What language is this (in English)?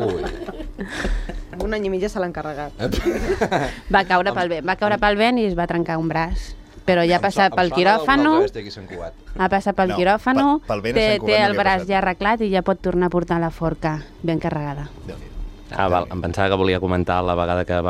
Catalan